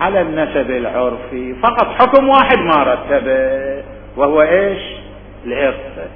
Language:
Mesopotamian Arabic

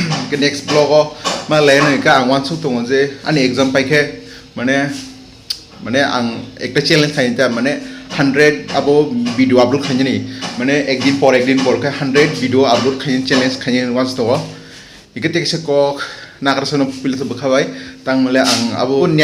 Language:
Kok Borok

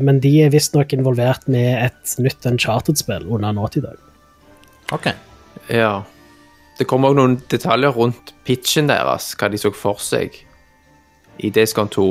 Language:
Norwegian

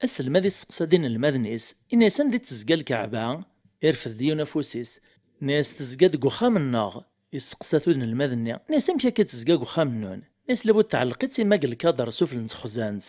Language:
Kabyle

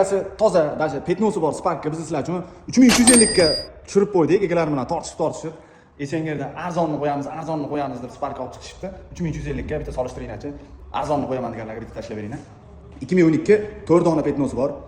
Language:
Uzbek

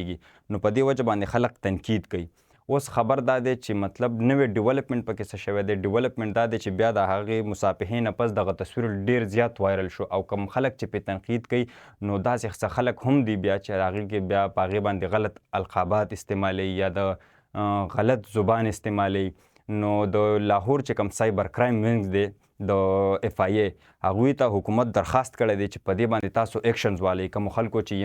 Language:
Pashto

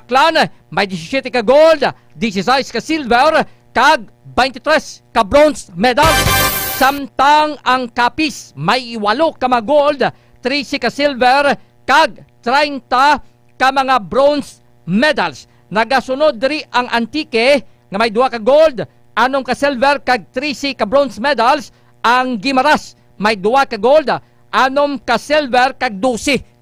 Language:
Hiligaynon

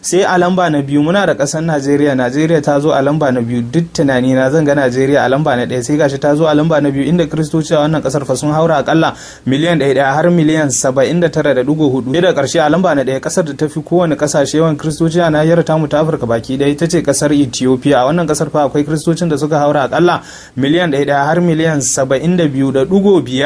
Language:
Hausa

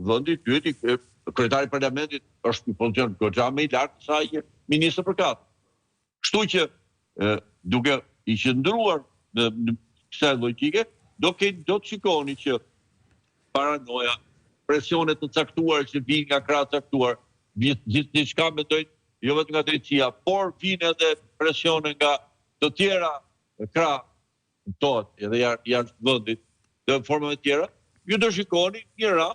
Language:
Albanian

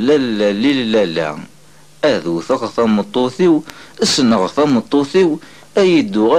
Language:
Kabyle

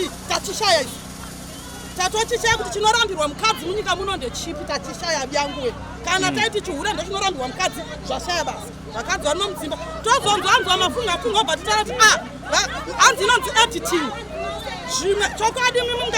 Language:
Shona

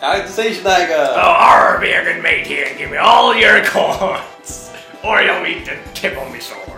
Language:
Faroese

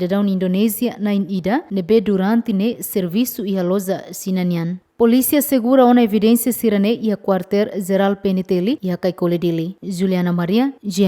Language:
Tetum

